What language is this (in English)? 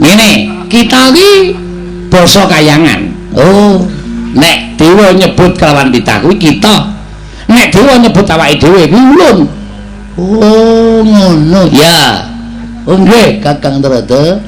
Javanese